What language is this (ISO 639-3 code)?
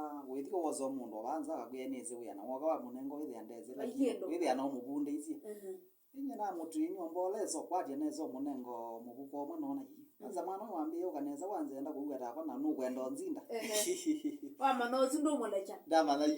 kam